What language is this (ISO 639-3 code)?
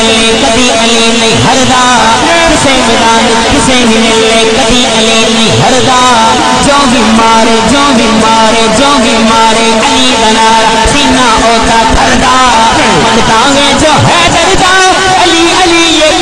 skr